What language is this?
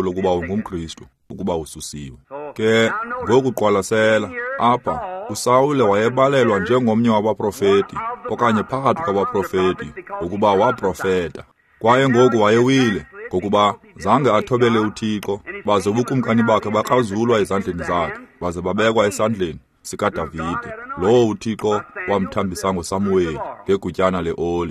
Xhosa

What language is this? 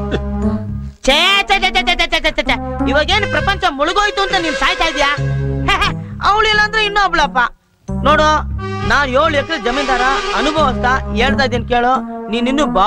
Kannada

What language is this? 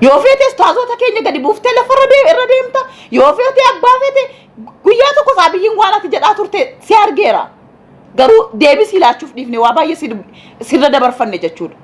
Oromo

